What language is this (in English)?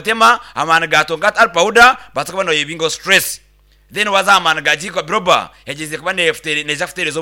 Nyankole